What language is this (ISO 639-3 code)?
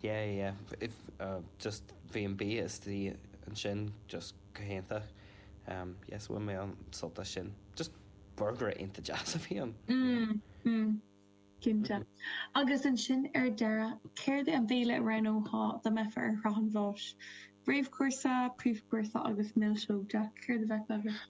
gle